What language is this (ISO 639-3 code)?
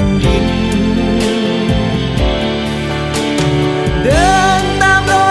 tha